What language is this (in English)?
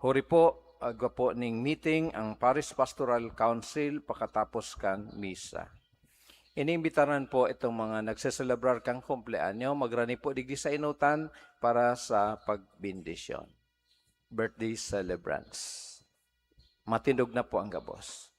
Bikol